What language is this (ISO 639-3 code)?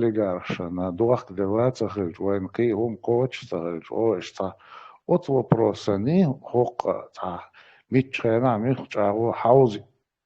che